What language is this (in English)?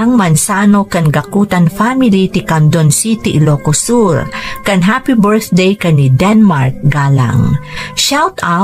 Iloko